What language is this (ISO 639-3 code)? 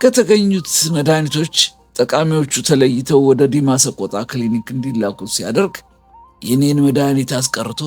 amh